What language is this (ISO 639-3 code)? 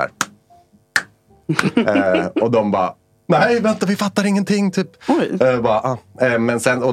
swe